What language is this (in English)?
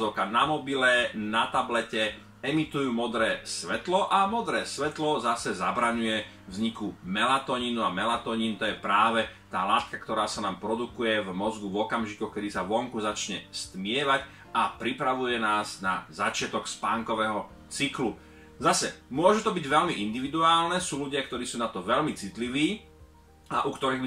Slovak